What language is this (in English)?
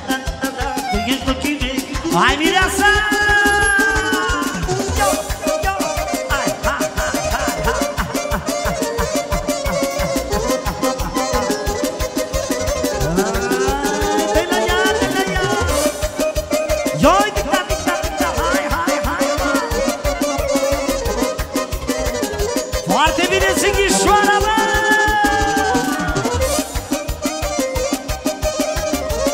Romanian